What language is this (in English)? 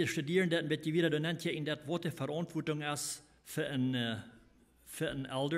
Plautdietsch